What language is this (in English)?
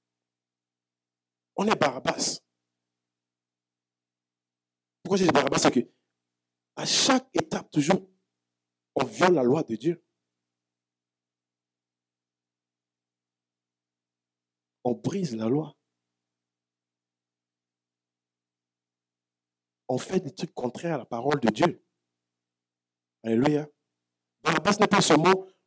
French